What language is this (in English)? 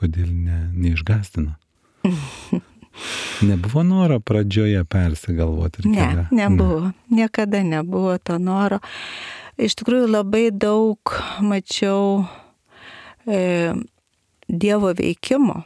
Lithuanian